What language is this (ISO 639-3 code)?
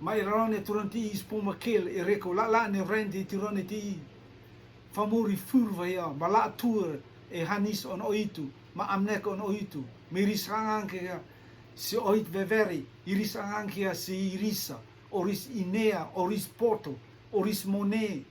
rtm